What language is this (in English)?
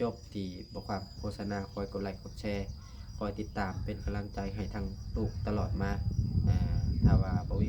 Lao